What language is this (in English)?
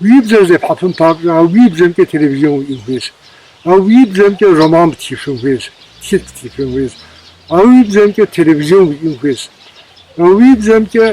Kabardian